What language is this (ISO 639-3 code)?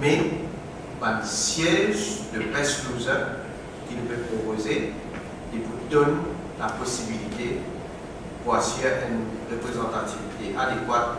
mfe